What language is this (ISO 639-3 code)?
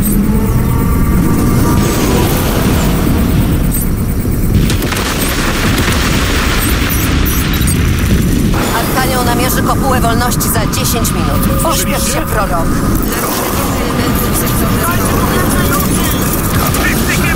pol